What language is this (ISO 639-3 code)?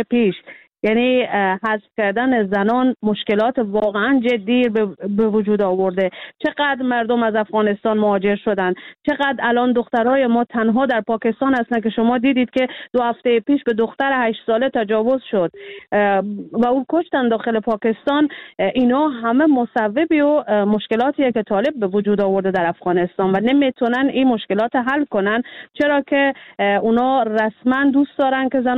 fas